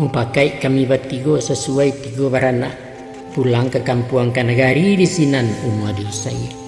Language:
Minangkabau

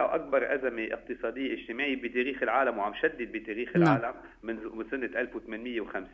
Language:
North Levantine Arabic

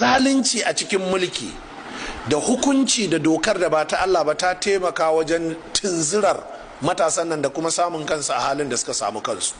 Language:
Hausa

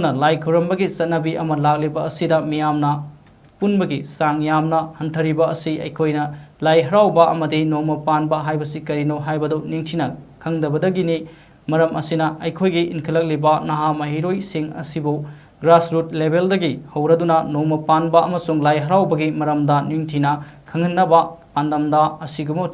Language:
Manipuri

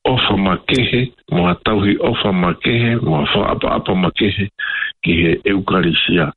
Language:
Tongan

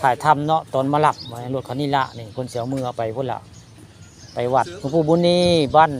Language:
Northeastern Thai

